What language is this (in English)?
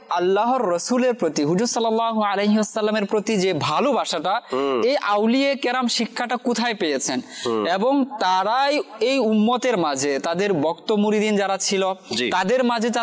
Bangla